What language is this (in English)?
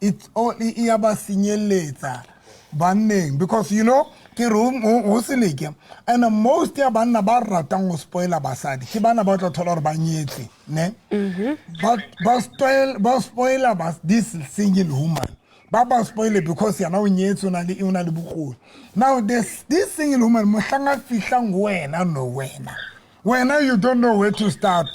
Southern Sotho